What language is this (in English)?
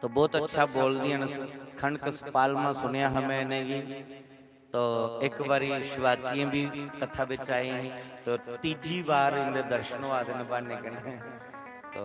Dogri